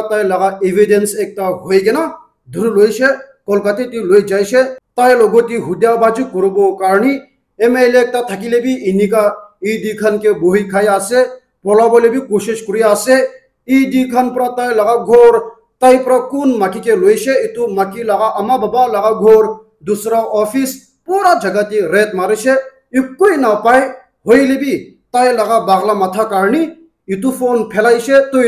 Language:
Naga Pidgin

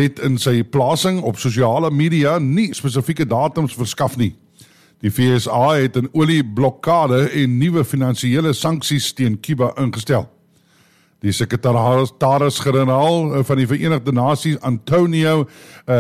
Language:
Afrikaans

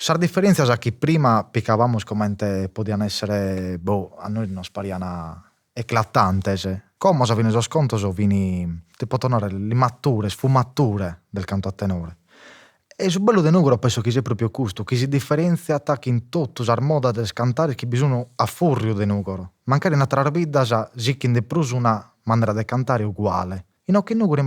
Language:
Sardinian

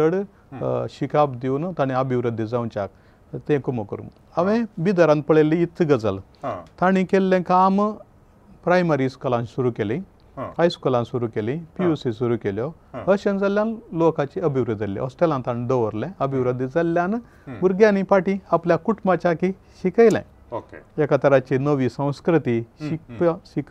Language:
Konkani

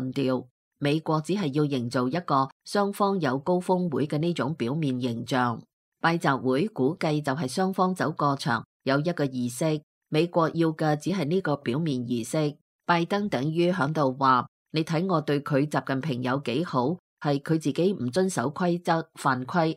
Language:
Cantonese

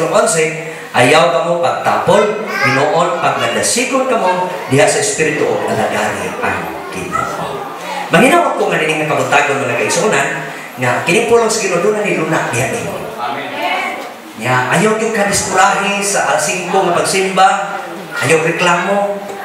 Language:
Cebuano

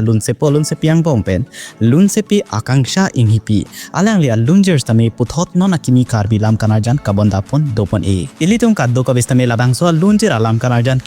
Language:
Karbi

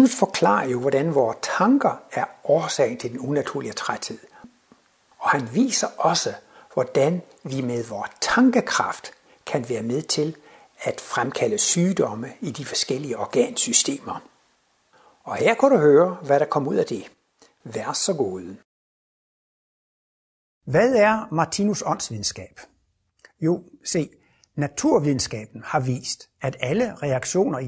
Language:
Danish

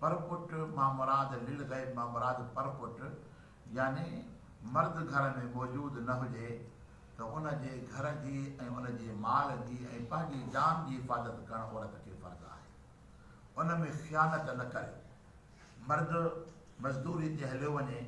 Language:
Sindhi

